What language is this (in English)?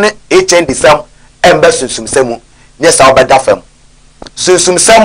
Akan